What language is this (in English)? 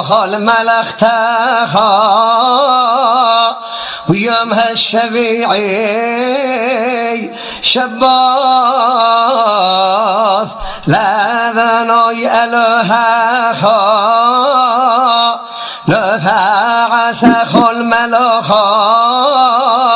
Hebrew